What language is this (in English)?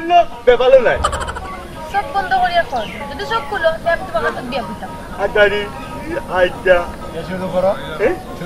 Sylheti